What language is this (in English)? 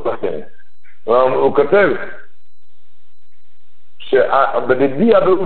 Hebrew